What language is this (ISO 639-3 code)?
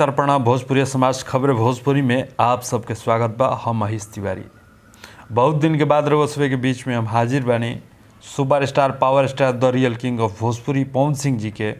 bho